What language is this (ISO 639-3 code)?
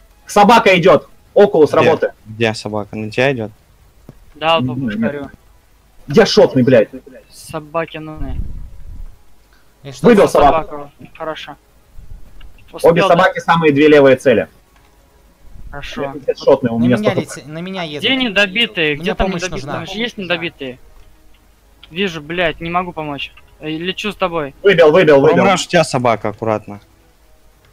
rus